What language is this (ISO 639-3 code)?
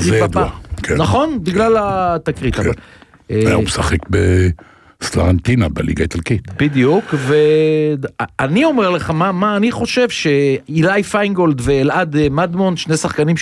heb